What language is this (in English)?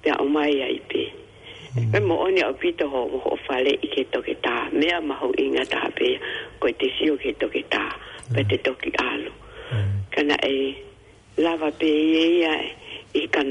Tongan